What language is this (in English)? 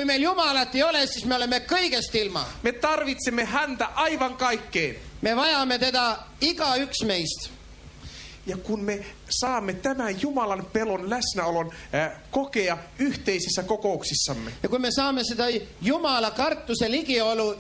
Estonian